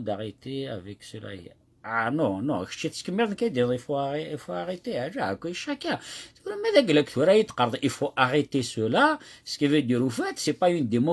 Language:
Kabyle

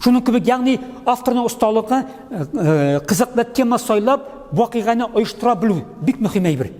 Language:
Tatar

